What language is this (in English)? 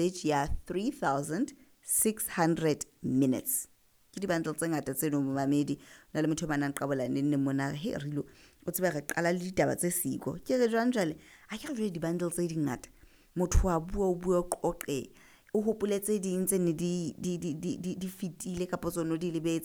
Southern Sotho